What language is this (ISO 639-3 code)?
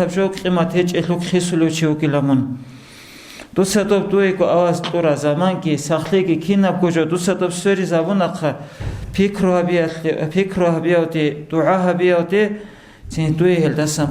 ava